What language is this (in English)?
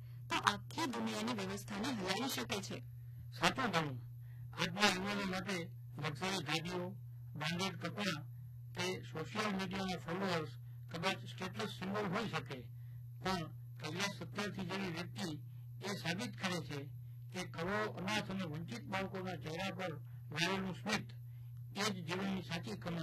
Gujarati